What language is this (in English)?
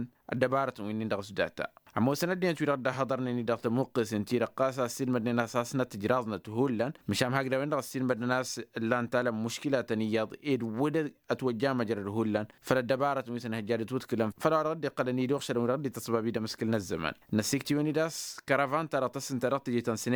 Tamasheq